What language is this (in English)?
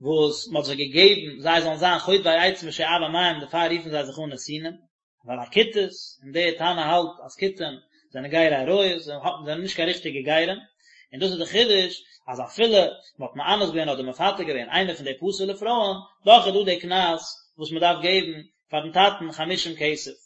Yiddish